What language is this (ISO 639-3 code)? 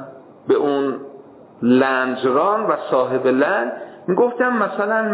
fas